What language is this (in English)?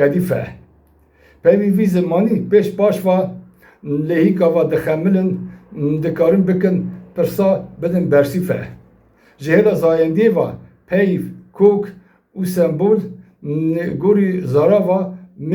Kurdish